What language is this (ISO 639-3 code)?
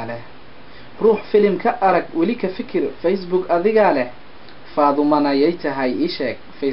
som